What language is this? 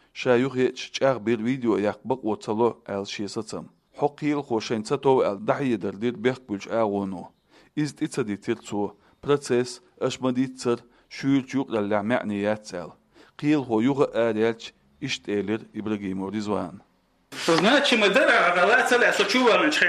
Chechen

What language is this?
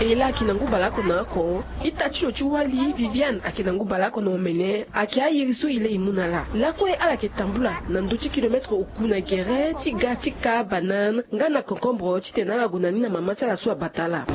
Sango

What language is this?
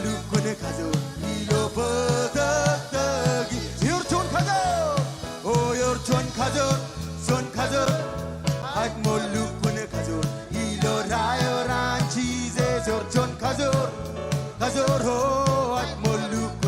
Marshallese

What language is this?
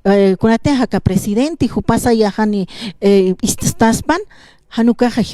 Aymara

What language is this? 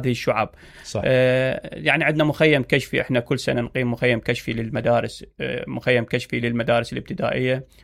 Mesopotamian Arabic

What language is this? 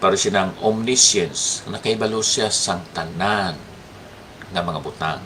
Hiligaynon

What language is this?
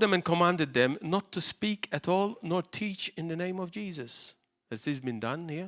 English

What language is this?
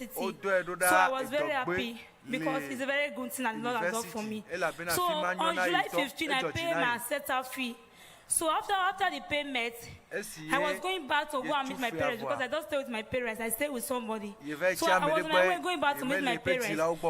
Ewe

